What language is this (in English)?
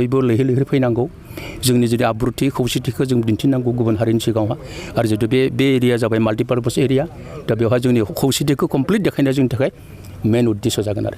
Bodo